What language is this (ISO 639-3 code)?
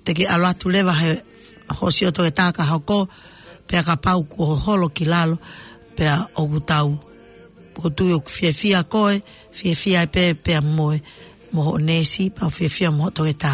ton